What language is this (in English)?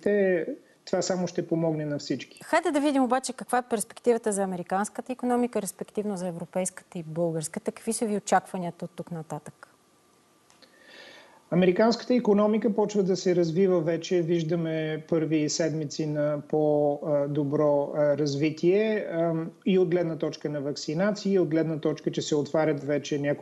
Bulgarian